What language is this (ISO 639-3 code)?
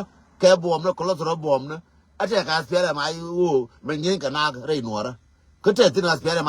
nus